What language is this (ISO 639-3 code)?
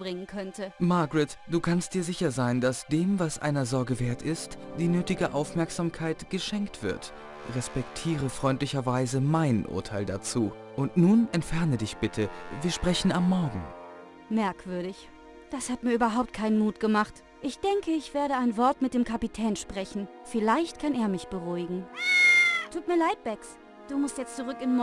bar